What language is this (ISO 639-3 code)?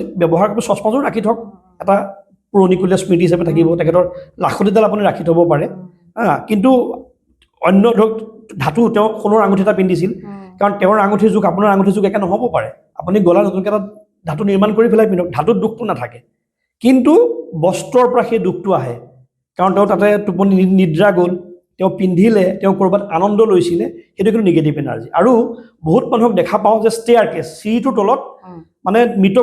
asm